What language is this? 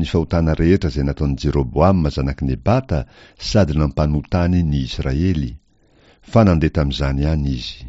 Malagasy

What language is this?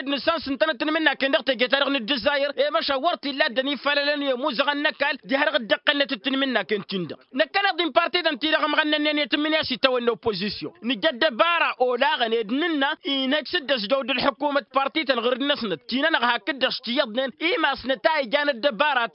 Tamasheq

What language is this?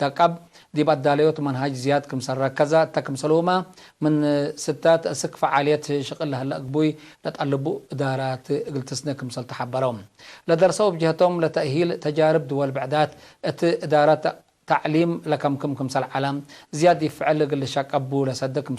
Tigre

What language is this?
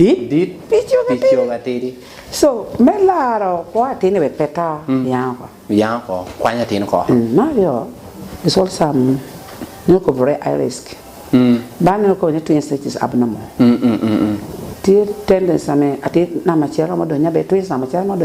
Lango (Uganda)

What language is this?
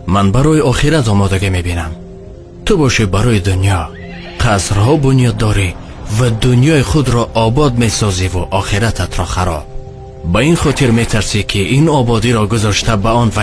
Tajik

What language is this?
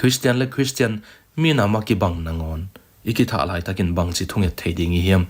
Tedim Chin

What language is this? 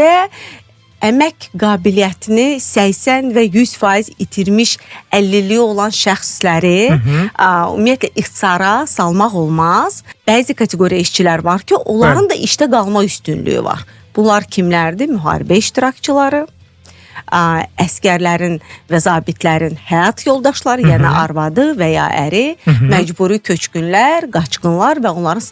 Azerbaijani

